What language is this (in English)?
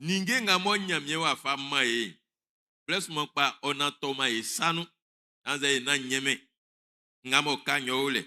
Baoulé